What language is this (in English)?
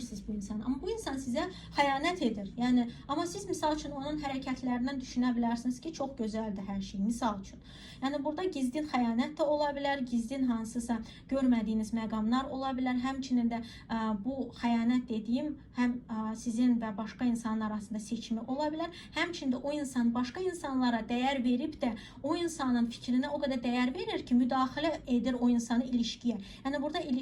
Azerbaijani